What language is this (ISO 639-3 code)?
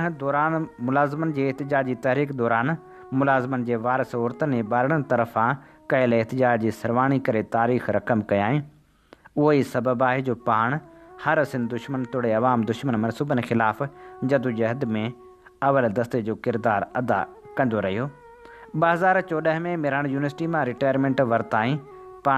snd